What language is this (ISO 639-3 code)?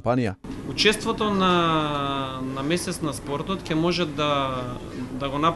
mkd